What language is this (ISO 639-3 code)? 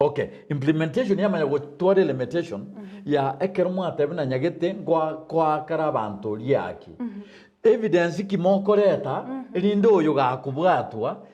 guz